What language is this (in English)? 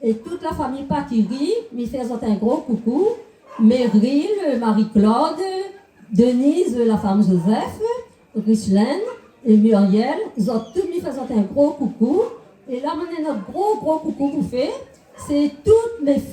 Réunion Creole French